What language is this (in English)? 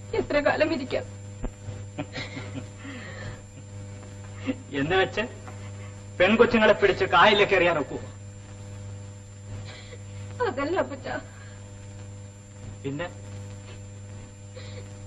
Malayalam